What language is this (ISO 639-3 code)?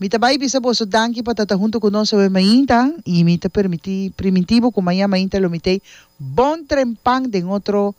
pap